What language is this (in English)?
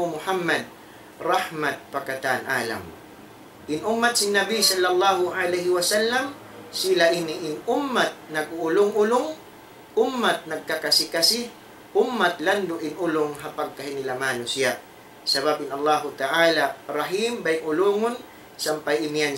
Tausug